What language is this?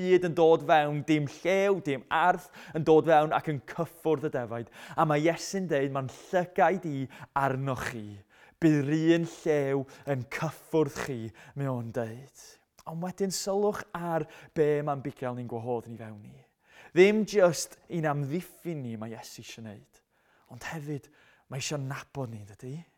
Welsh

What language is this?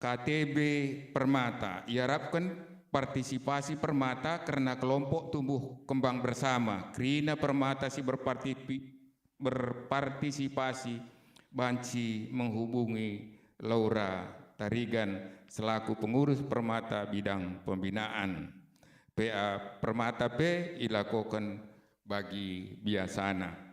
Batak Karo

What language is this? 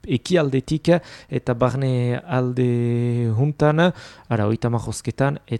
Basque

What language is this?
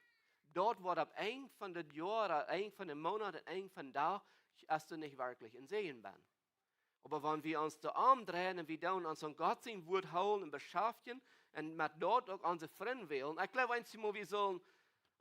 Plautdietsch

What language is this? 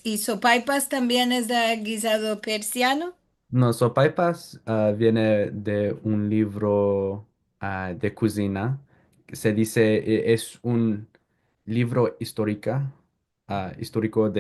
Ladino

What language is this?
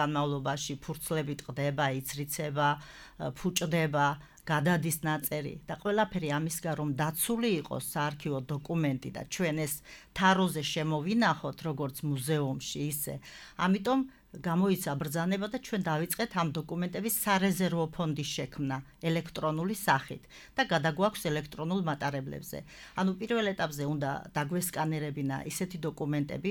Georgian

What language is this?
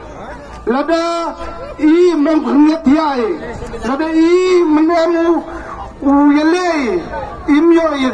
Khasi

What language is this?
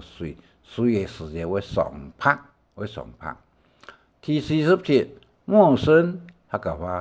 Hakka Chinese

